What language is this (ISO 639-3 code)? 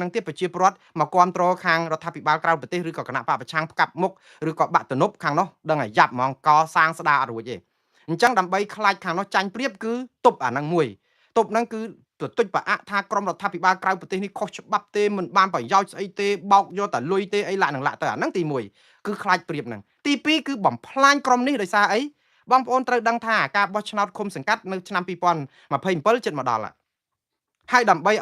khm